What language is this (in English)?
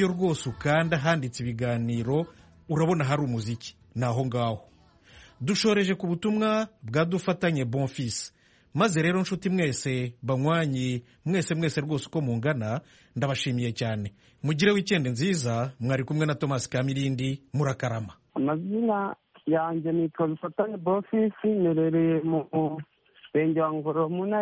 Kinyarwanda